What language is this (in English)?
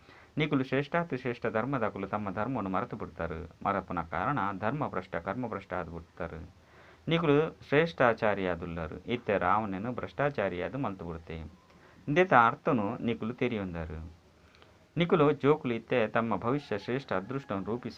Tulu